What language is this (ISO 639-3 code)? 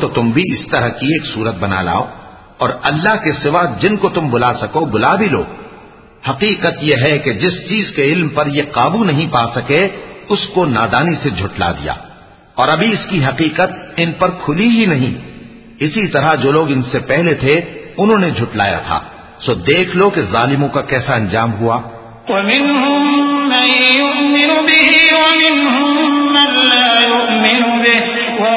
urd